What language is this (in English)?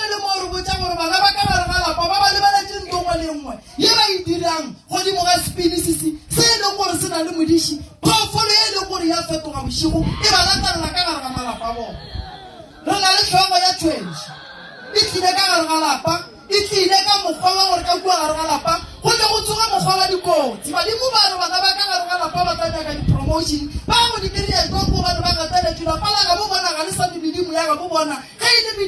Northern Sotho